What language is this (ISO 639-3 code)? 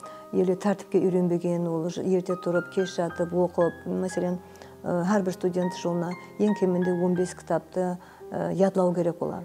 kaa